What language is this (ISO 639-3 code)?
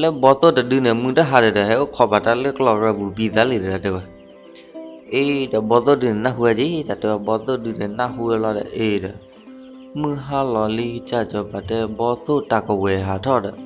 ksw